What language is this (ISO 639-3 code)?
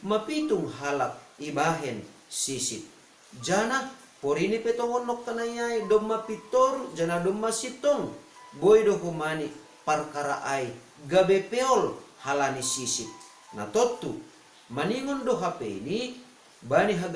bts